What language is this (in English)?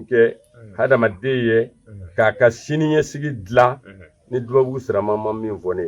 Bambara